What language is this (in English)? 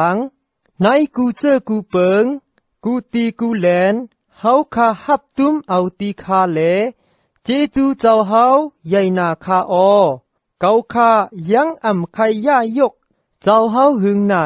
Shan